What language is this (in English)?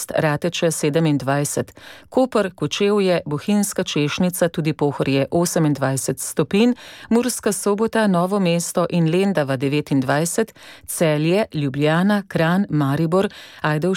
Slovenian